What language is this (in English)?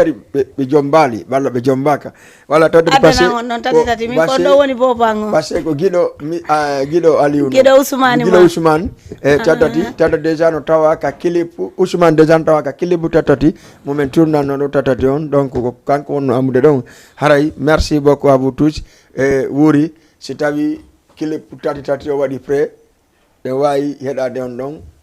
Fula